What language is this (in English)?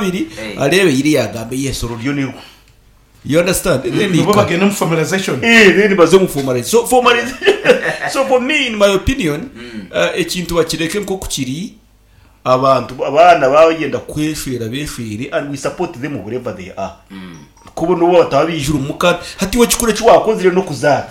Nyoro